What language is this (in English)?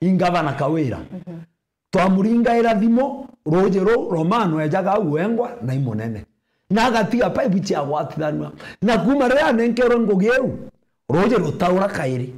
Meru